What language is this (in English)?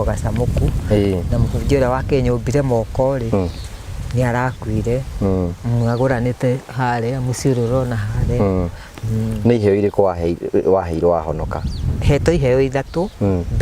Kikuyu